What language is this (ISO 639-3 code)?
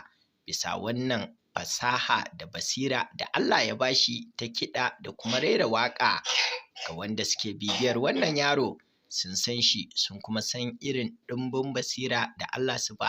hau